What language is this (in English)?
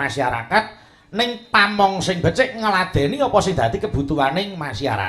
Javanese